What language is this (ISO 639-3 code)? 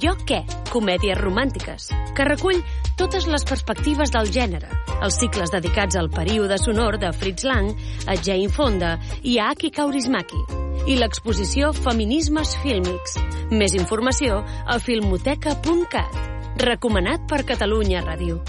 cat